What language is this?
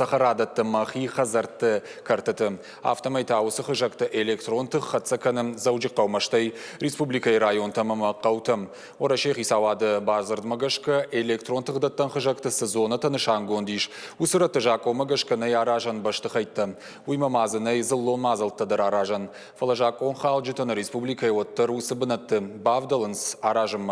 Ossetic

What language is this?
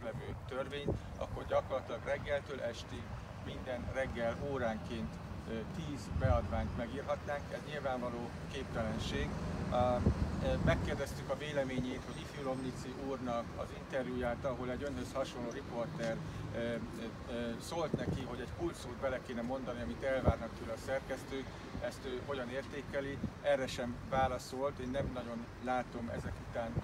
Hungarian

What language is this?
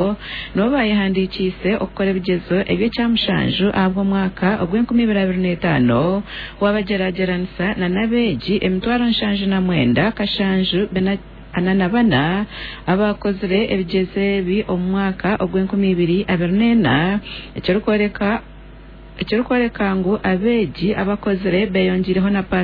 Nyankole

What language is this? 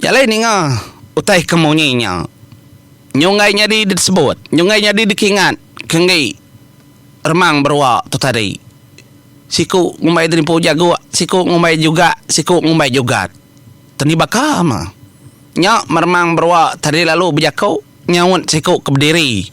Iban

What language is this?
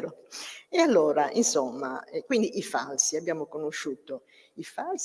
Italian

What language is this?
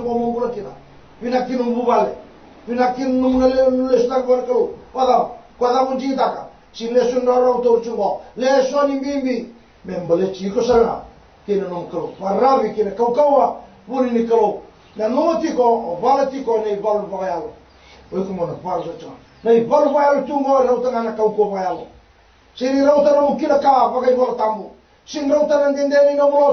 Fijian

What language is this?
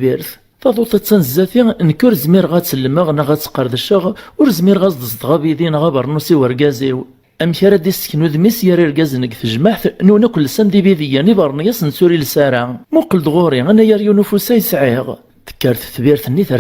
Kabyle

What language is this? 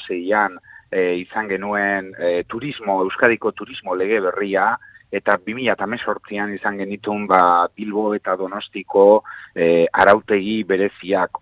Basque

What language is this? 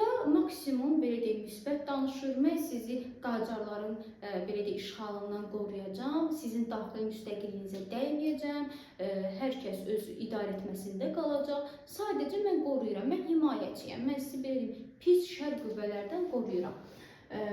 Azerbaijani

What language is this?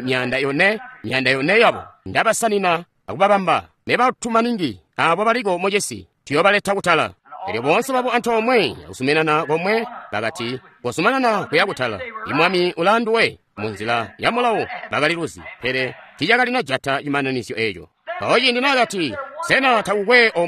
Tonga (Zambia)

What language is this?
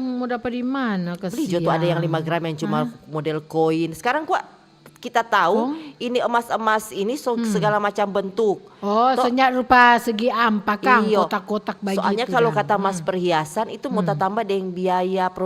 Manado Malay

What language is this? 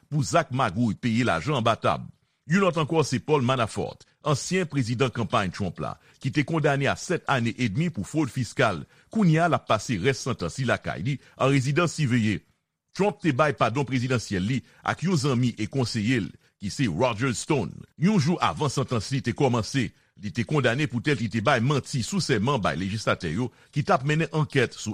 Haitian Creole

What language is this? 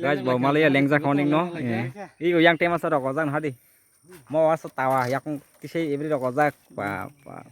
Kok Borok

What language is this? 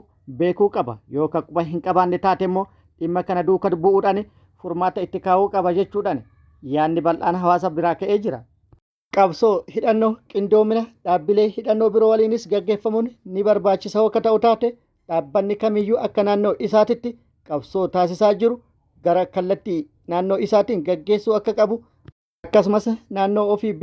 Oromo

